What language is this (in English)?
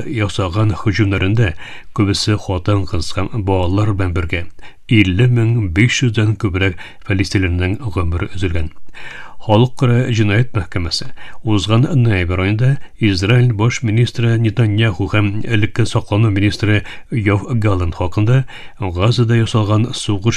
Tatar